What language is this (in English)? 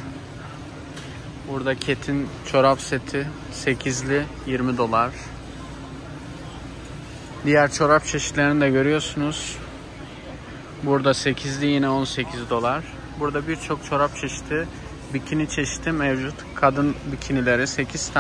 Turkish